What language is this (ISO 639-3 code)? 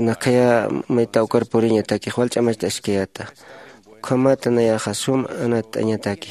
aym